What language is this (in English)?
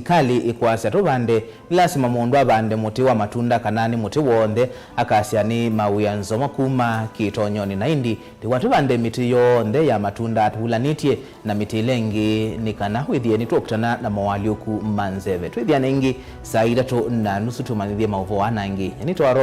Kamba